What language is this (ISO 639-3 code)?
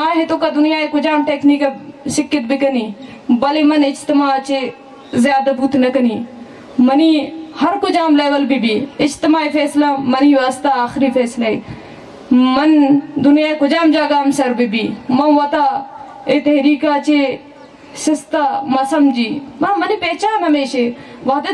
bal